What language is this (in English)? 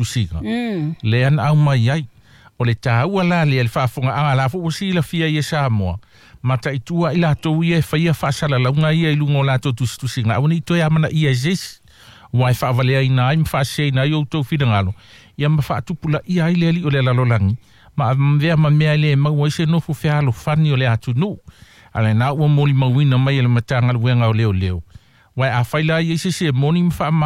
Samoan